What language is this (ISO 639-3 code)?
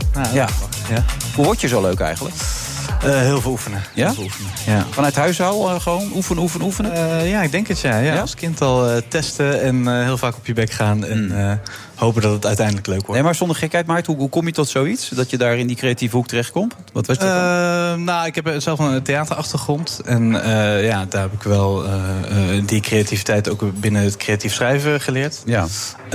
nld